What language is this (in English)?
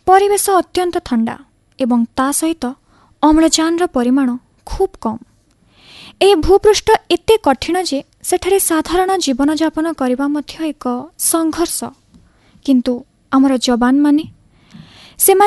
Odia